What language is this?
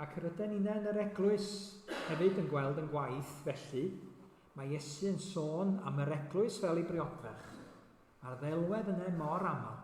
Welsh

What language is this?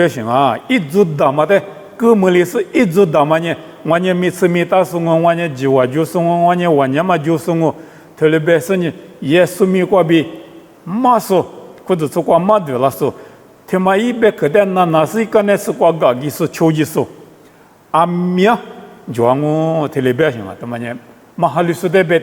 Lisu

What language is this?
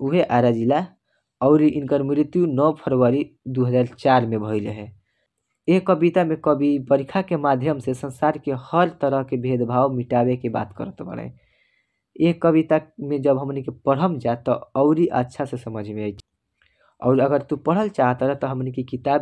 Bhojpuri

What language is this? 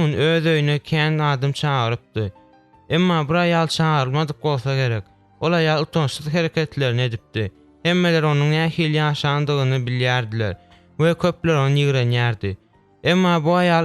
Turkmen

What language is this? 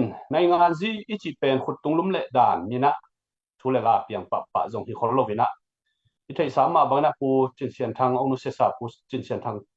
Tedim Chin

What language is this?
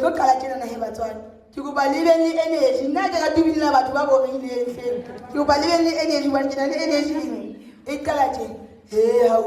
Southern Sotho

